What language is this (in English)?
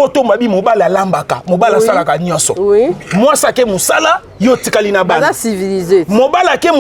Lingala